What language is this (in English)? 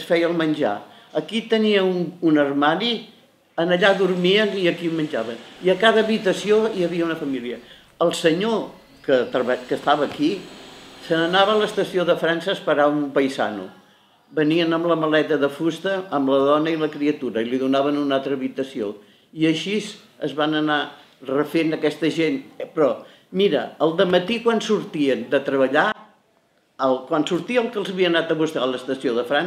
Catalan